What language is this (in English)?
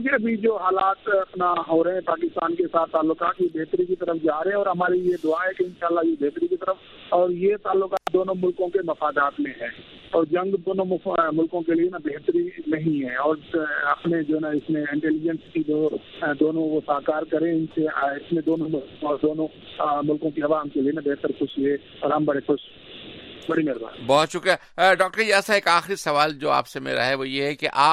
Urdu